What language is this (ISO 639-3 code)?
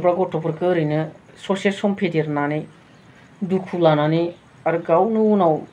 brx